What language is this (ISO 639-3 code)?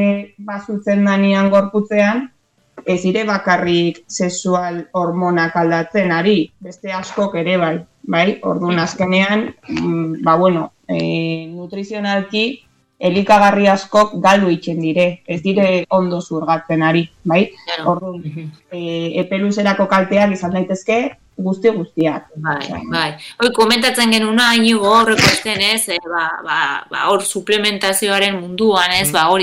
eus